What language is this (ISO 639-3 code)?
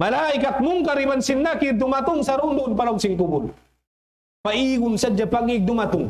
tsg